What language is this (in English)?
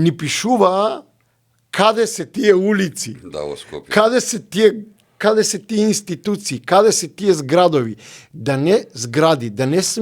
Macedonian